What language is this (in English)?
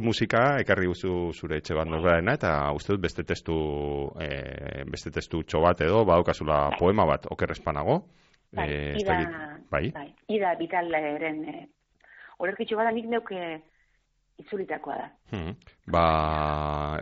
Basque